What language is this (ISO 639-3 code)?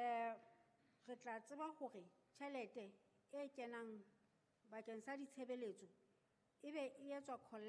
sot